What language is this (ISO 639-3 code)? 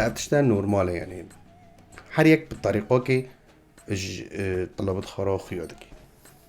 kur